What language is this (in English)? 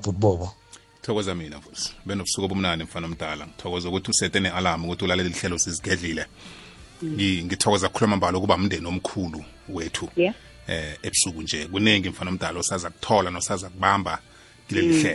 South Ndebele